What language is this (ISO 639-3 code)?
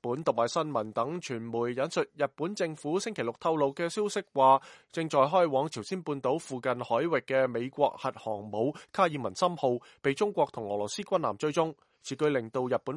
yue